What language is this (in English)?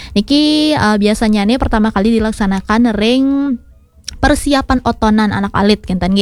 Balinese